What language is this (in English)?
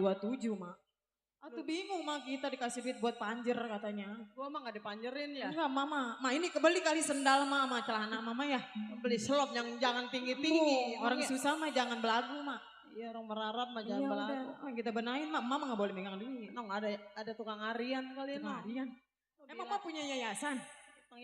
Betawi